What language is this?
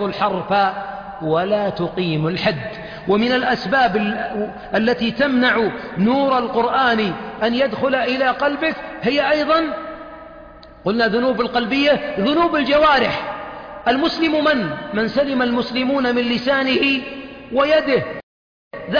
Arabic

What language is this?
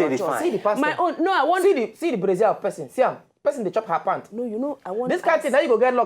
Nigerian Pidgin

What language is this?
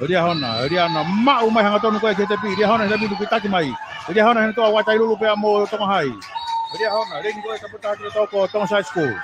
Tongan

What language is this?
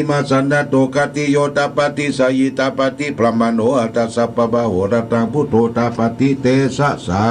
Pali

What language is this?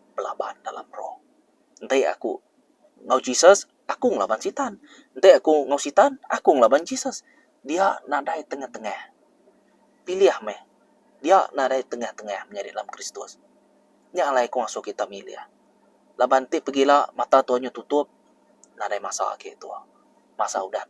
Iban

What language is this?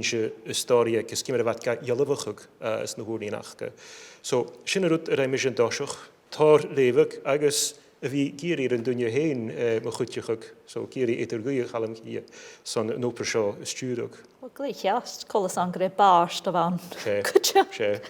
Scottish Gaelic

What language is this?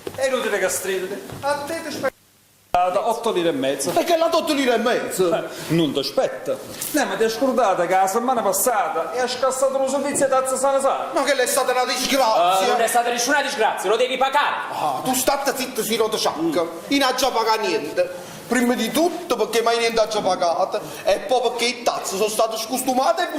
Neapolitan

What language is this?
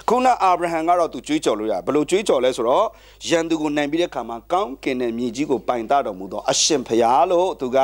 Burmese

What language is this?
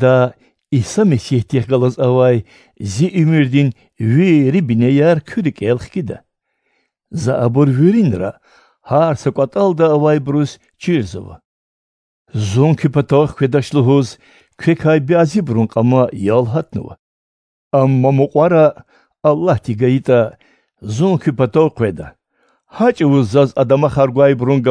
Lezghian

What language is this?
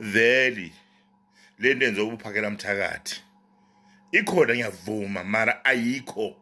Zulu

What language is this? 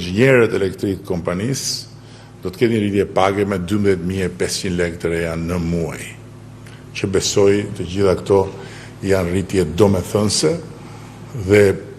Albanian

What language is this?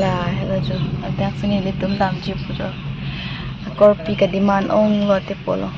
Karbi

